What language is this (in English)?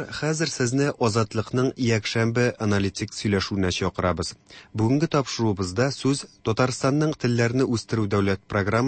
Tatar